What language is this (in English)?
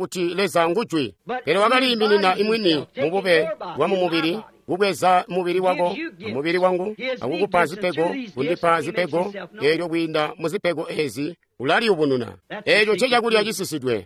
Tonga (Zambia)